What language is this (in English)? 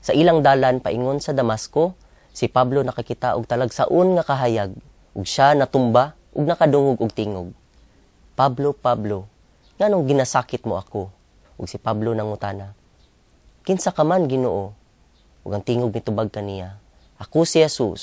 Cebuano